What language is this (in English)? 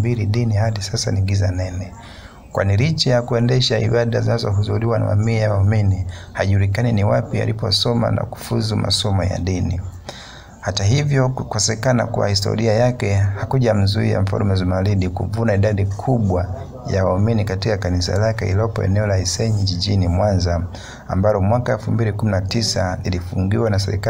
Swahili